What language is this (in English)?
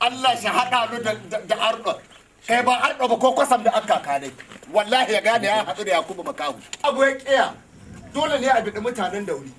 Hausa